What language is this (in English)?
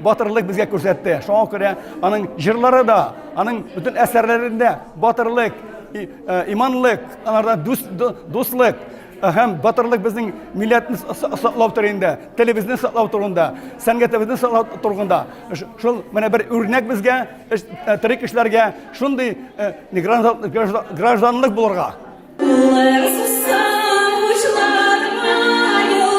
Tatar